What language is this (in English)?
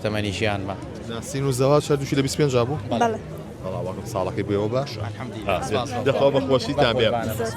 Central Kurdish